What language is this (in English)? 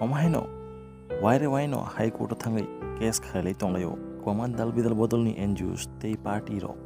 Kok Borok